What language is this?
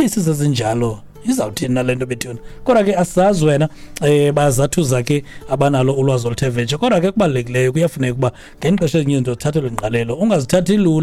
Xhosa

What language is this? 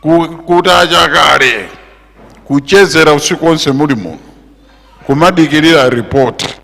Nyanja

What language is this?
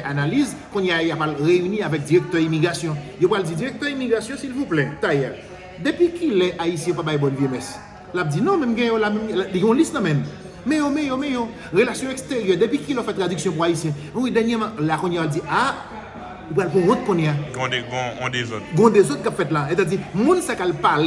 Haitian Creole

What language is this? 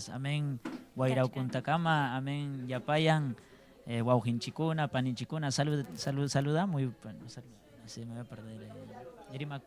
Ayacucho Quechua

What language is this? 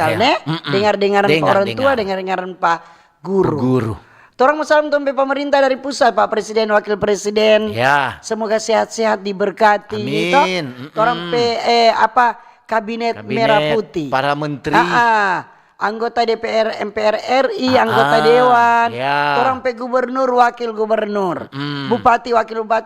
Manado Malay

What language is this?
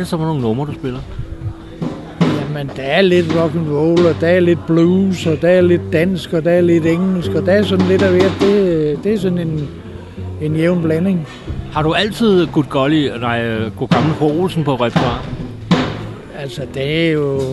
Danish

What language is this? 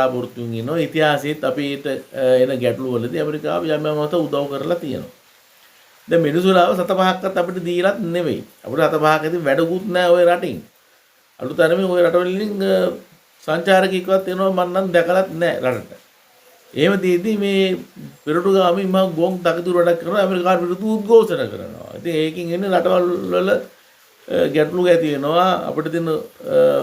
Sinhala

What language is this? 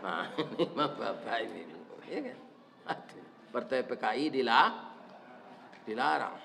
Minangkabau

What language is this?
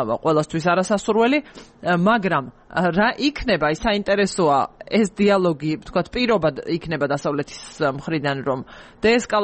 Georgian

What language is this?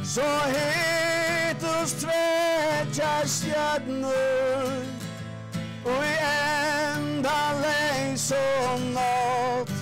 Faroese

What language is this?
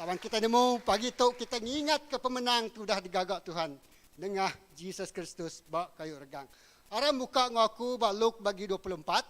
Iban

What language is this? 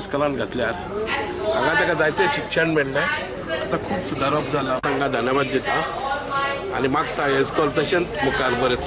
Konkani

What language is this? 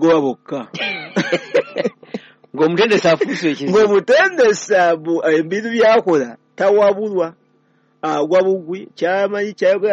Ganda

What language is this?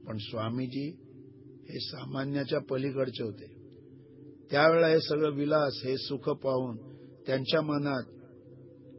Marathi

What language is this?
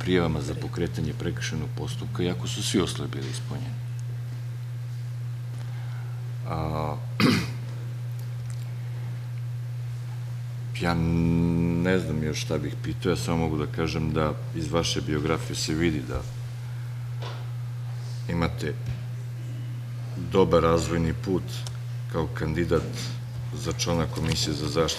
Serbian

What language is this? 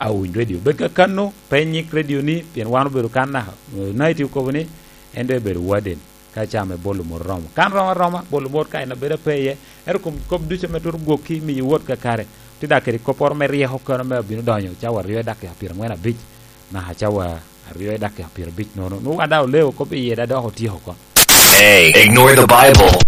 Lango (Uganda)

